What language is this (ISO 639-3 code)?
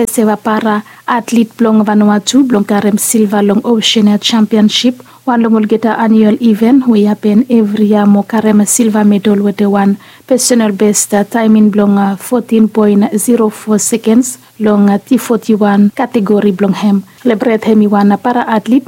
bis